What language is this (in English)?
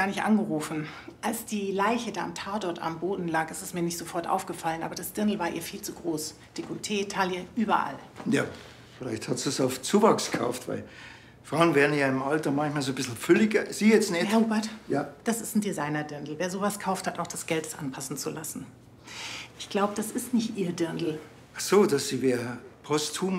German